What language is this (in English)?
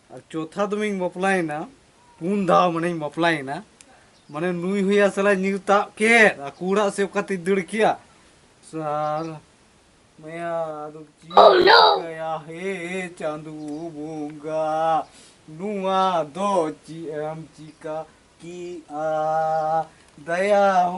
Santali